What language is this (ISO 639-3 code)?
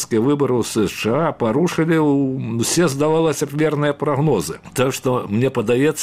bel